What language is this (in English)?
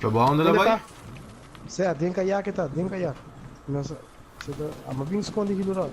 Papiamento